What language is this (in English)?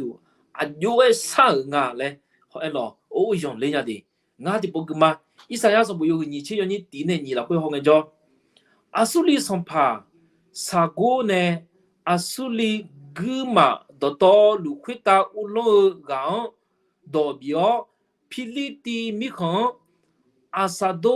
Akha